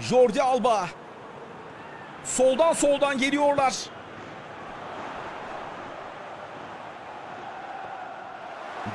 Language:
Turkish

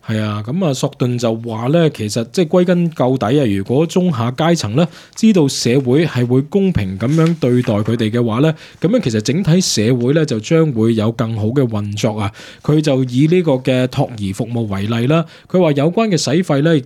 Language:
Cantonese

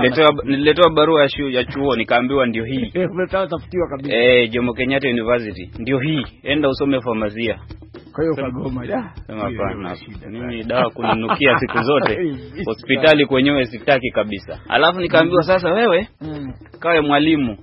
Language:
Swahili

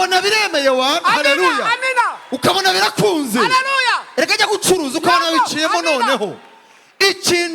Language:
Kinyarwanda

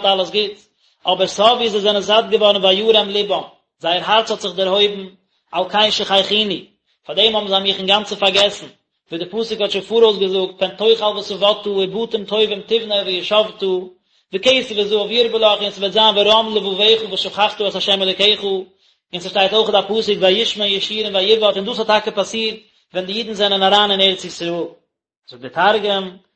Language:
Yiddish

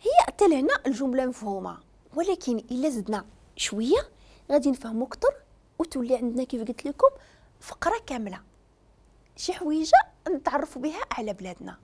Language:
Moroccan Arabic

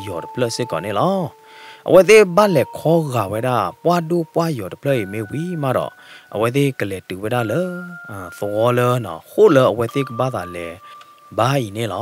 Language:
S'gaw Karen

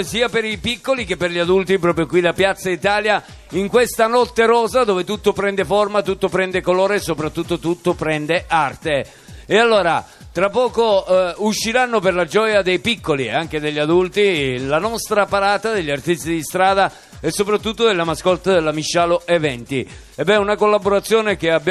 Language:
Italian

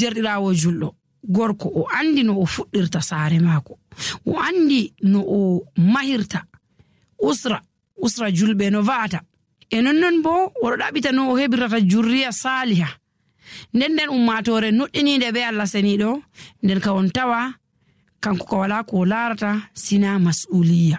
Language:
Nigerian Fulfulde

